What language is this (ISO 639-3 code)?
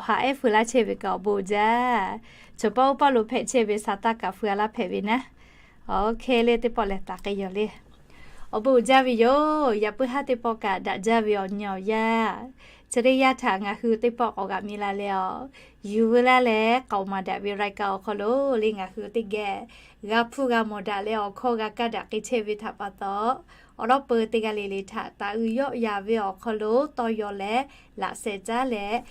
lhu